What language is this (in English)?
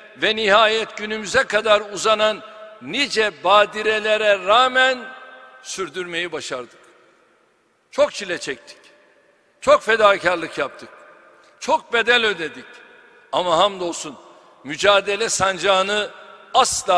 Turkish